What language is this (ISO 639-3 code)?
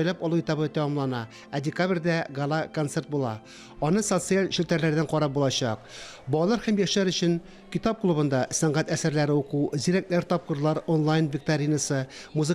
tat